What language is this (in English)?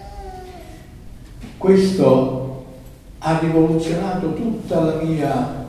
Italian